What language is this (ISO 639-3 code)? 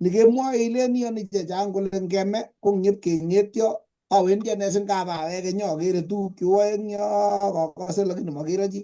kln